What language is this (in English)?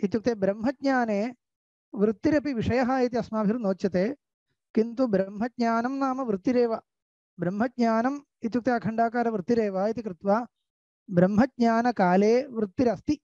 Sanskrit